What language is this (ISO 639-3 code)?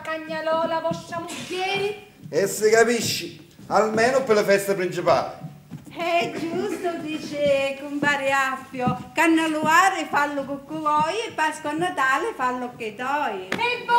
scn